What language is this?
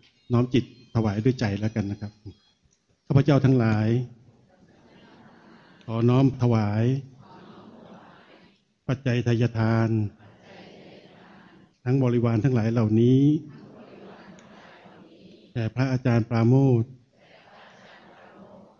Thai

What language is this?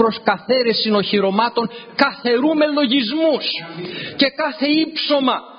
Greek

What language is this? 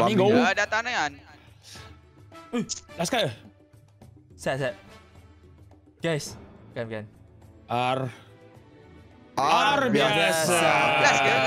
Malay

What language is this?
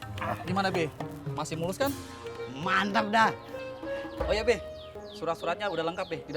Betawi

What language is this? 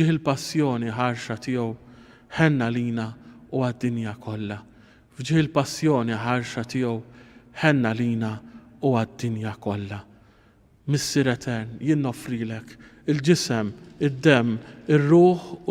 Maltese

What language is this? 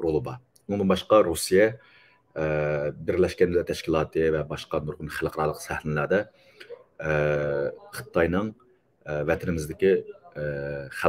Uyghur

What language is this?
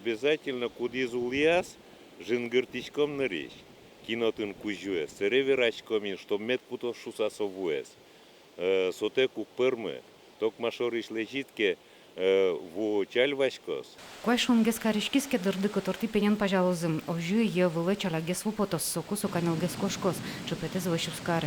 Udmurt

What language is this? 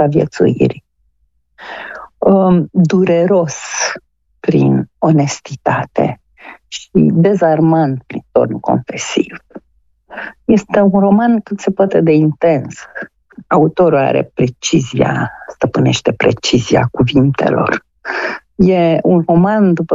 Romanian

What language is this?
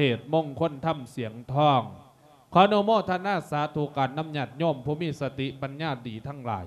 Lao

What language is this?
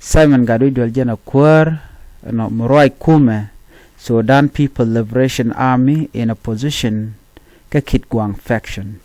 Nuer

